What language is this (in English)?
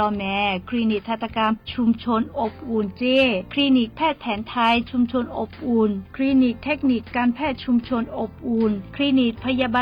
Lahu